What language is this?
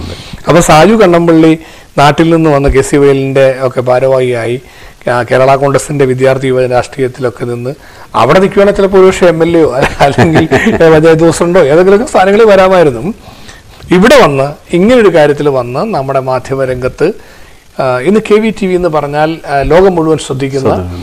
Malayalam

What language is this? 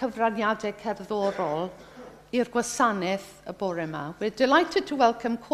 Welsh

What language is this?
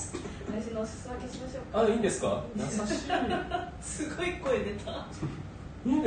Japanese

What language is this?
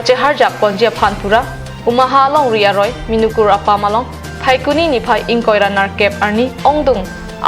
Karbi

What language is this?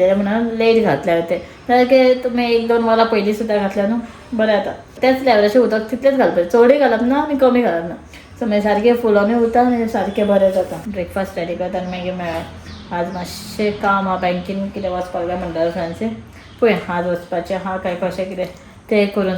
Konkani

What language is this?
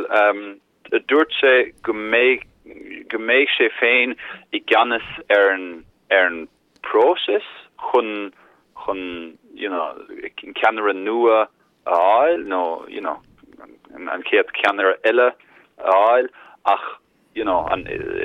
Irish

